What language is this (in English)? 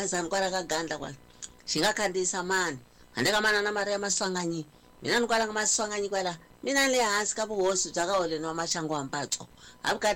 Tsonga